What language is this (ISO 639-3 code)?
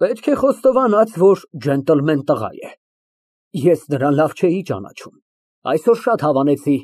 hye